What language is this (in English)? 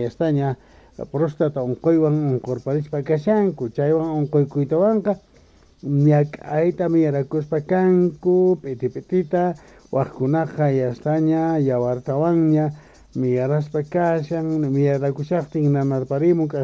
Quechua